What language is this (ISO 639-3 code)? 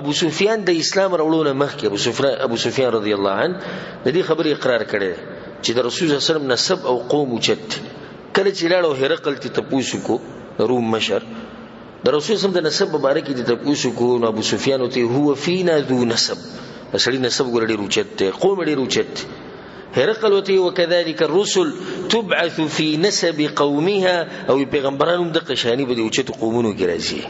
pus